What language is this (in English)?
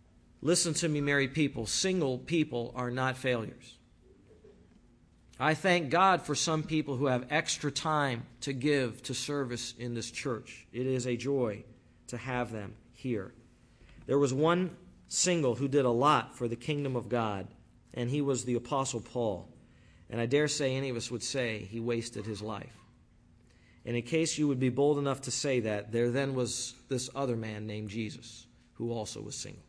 English